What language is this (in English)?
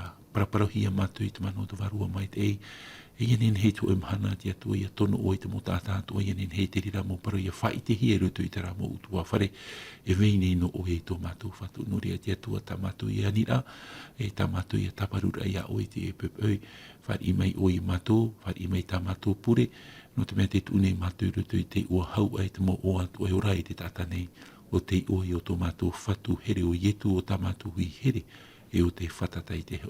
Tahitian